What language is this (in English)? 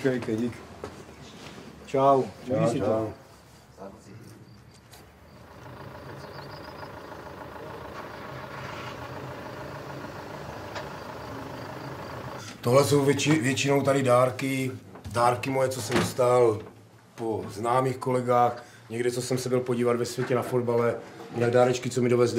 Czech